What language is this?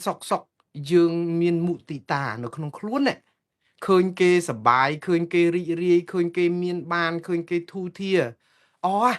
Khmer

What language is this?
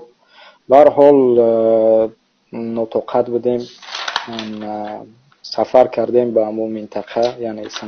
Tajik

